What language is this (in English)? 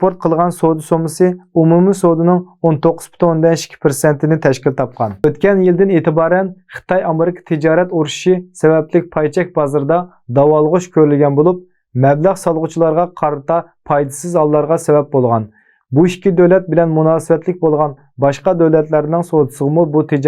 Uyghur